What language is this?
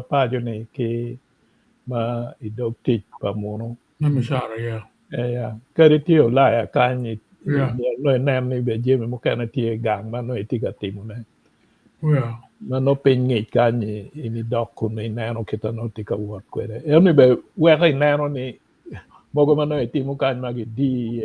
Acoli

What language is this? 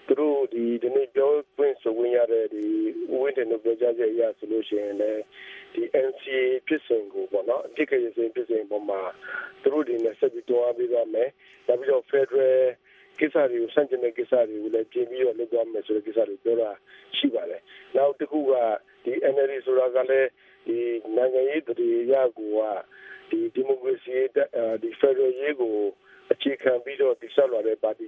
Burmese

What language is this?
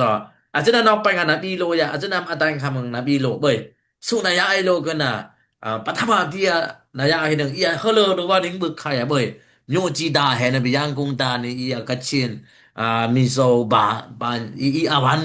Dimasa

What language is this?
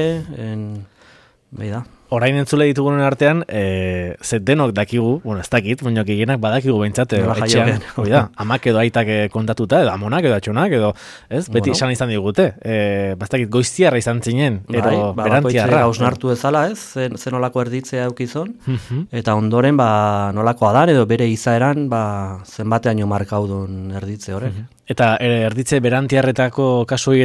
Basque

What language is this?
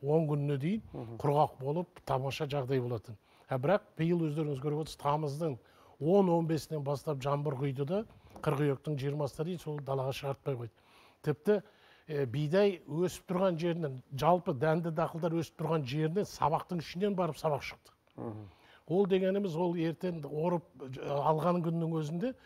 Kazakh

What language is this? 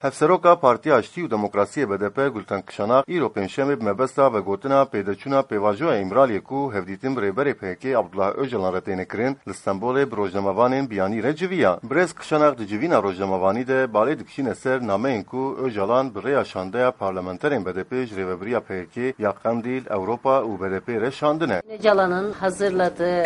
Kurdish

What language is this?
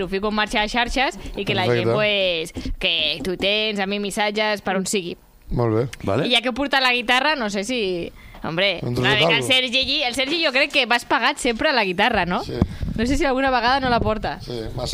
Catalan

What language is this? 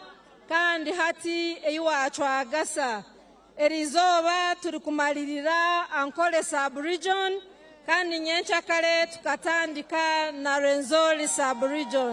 Nyankole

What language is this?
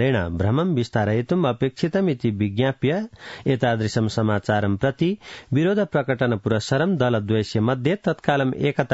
Sanskrit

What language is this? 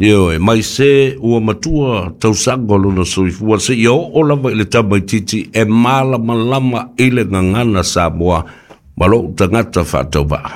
Samoan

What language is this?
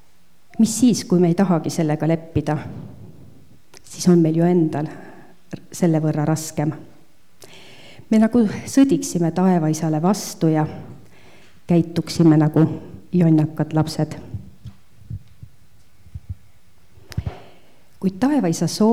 Estonian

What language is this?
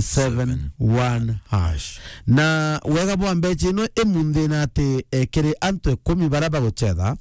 Meru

